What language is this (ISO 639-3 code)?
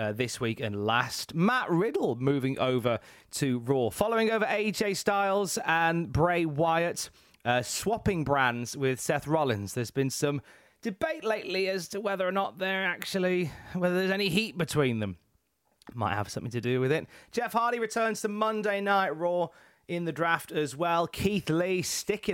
eng